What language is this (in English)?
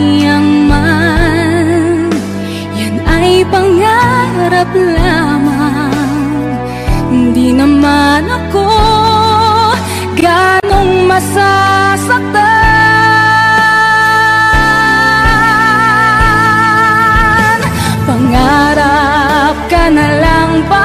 Filipino